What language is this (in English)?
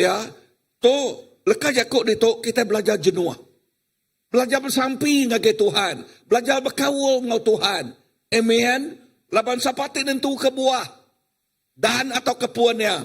Iban